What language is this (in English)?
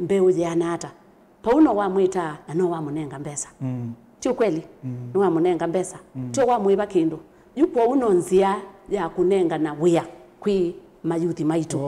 Kamba